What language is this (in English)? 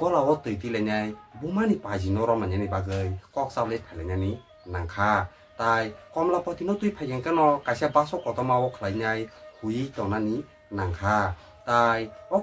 Kok Borok